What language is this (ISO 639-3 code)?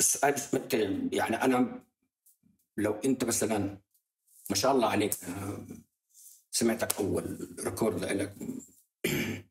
apc